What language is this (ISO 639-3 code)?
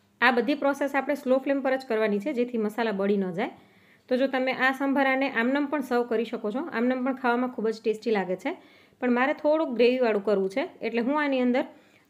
guj